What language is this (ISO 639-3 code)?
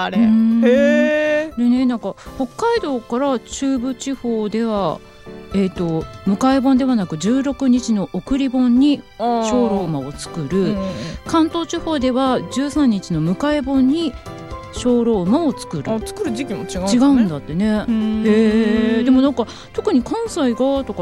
jpn